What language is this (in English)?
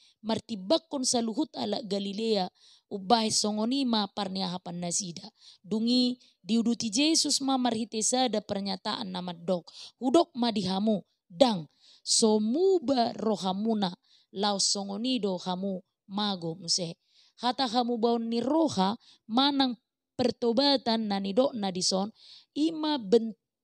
Batak Toba